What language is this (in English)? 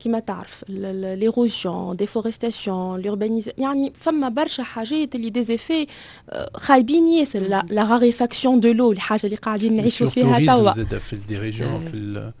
Tunisian Arabic